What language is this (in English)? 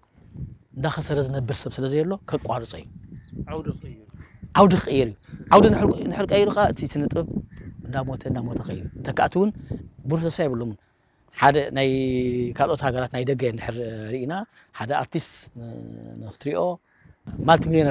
Tigrinya